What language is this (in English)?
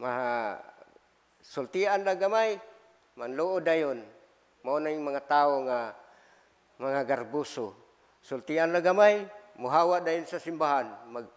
Cebuano